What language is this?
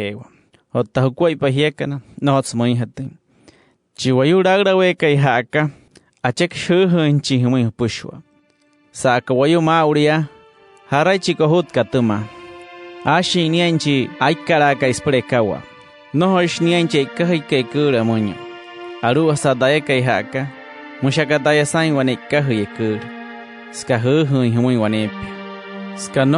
Wayuu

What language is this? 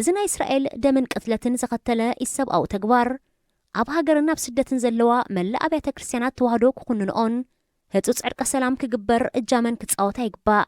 Tigrinya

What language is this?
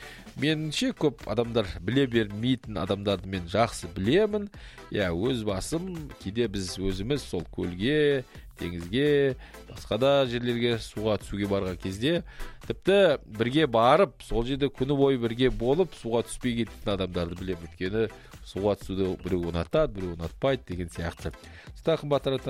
Kazakh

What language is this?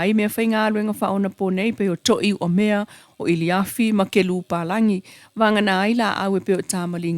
Samoan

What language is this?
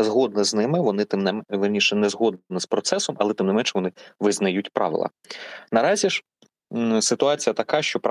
Ukrainian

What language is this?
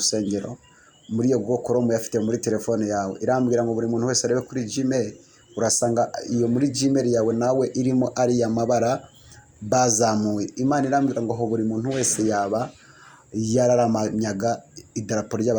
Kinyarwanda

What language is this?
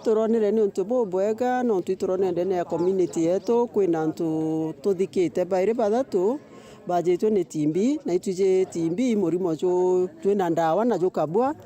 Meru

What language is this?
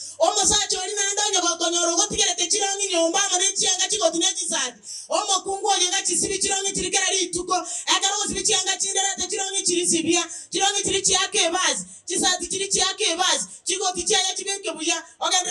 Gusii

